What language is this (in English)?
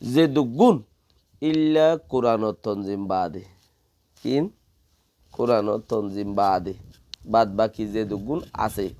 Rohingya